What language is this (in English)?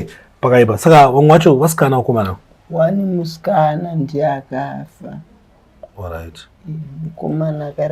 Shona